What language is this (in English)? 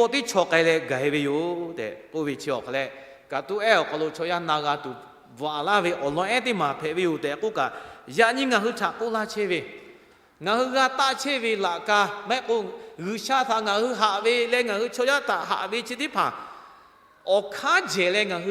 Lahu